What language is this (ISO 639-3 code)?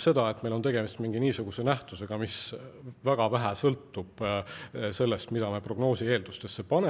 est